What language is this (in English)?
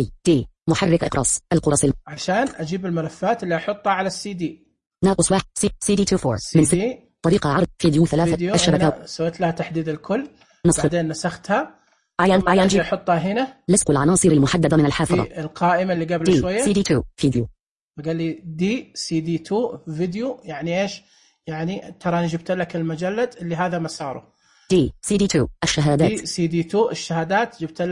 Najdi Arabic